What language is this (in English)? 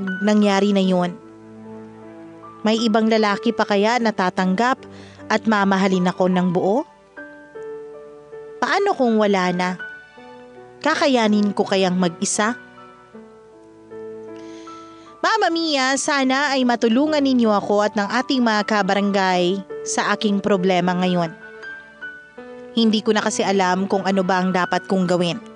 Filipino